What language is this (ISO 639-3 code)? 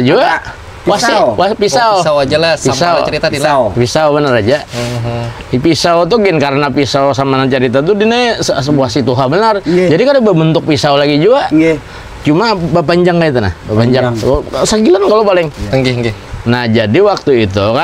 bjn